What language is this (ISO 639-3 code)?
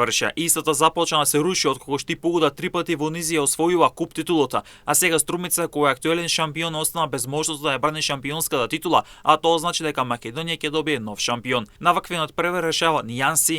mkd